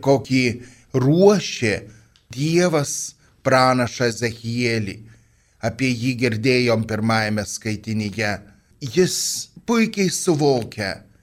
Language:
Lithuanian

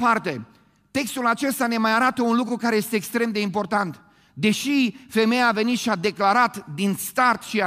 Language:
Romanian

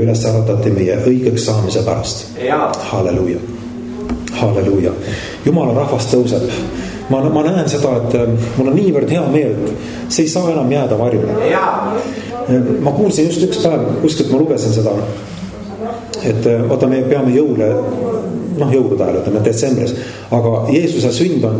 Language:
Estonian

